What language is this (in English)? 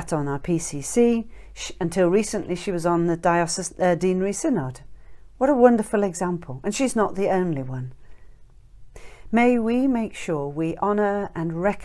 English